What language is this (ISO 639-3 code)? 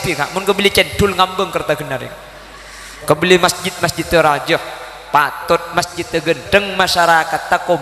mad